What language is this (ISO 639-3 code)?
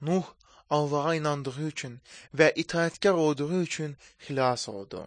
aze